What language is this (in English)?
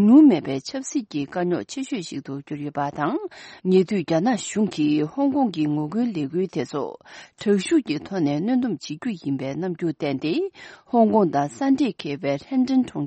Tibetan